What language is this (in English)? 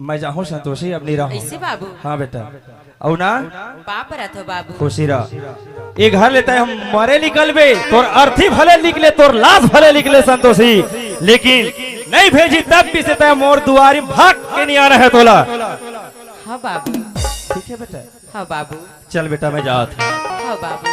Chhattisgarhi